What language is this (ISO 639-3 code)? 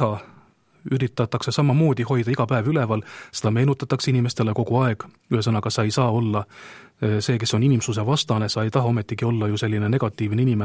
est